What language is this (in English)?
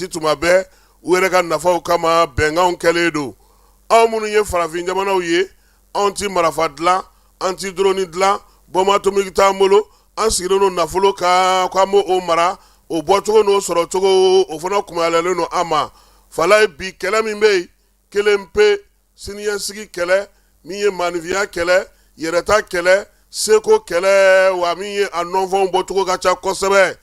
Bambara